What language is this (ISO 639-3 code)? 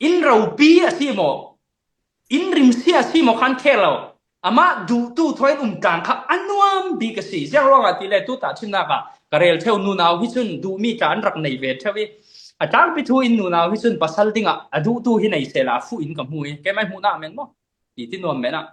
cfm